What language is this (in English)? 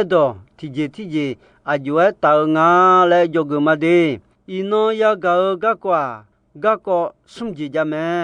Akha